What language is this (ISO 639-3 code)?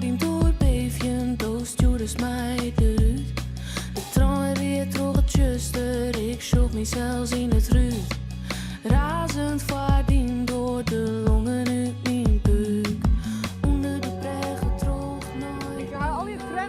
fry